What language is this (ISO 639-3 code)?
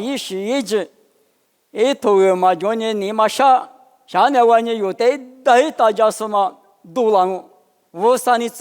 lis